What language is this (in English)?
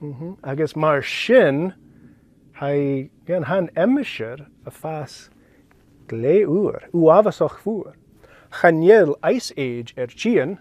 Scottish Gaelic